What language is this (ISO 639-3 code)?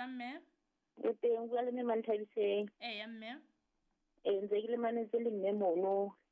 sot